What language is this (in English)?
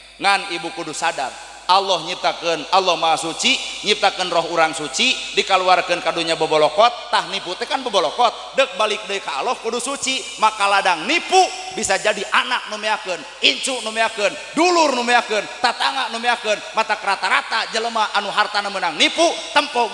Sundanese